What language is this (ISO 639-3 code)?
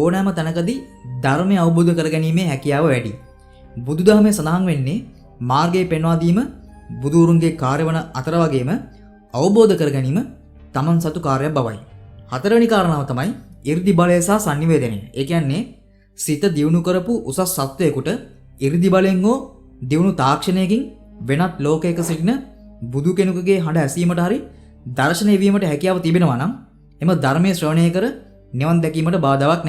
sin